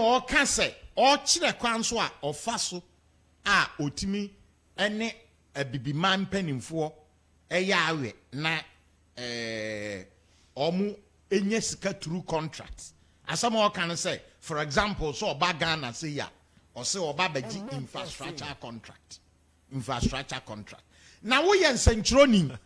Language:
Akan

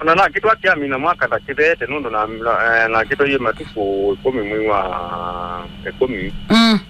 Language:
Kamba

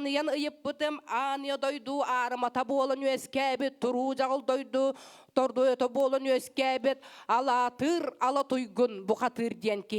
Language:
Yakut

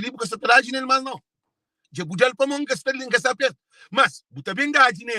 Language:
Kabuverdianu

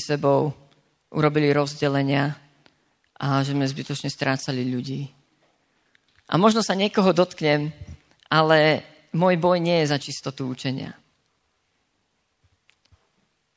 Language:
Slovak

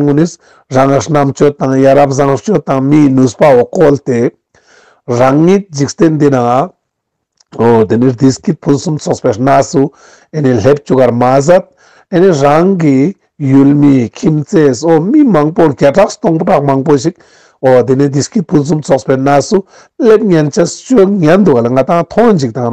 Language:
Ladakhi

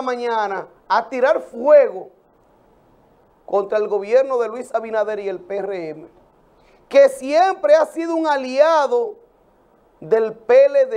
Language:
Spanish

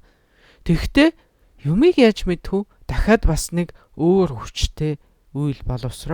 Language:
Mongolian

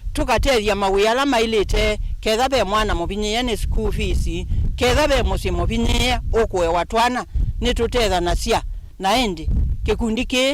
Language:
Kamba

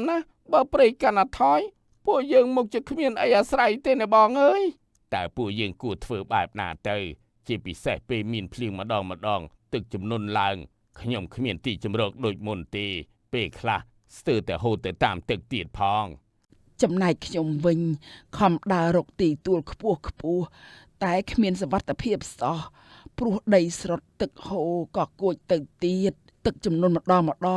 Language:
Khmer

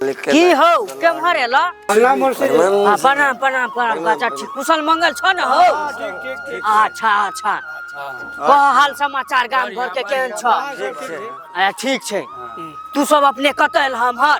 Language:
Maithili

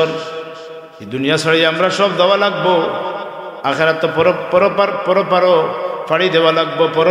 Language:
Sylheti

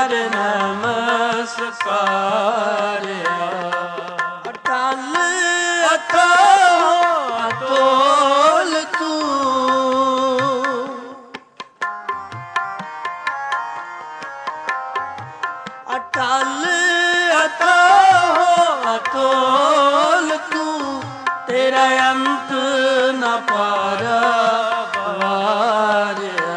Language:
Punjabi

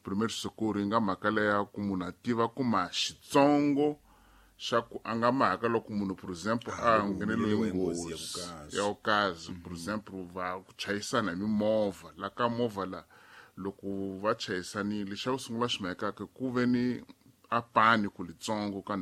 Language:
Tsonga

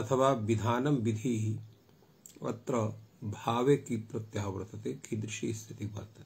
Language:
Sanskrit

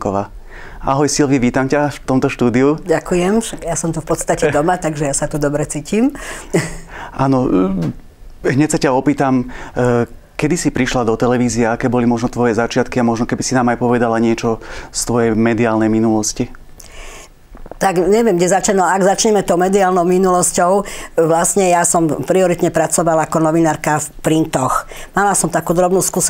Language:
Slovak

